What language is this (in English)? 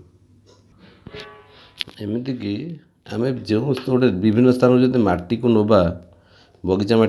Odia